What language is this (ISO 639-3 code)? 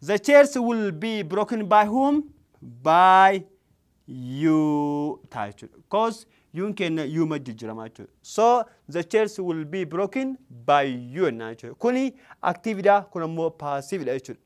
orm